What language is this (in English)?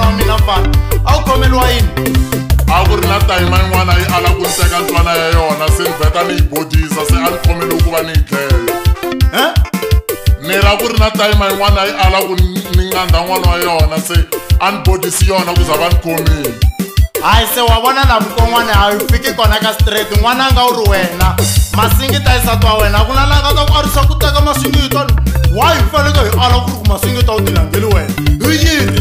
Tsonga